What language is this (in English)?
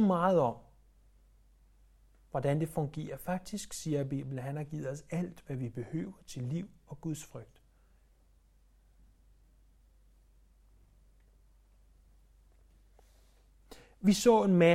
Danish